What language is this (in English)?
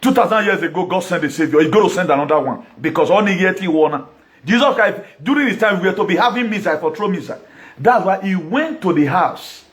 Nigerian Pidgin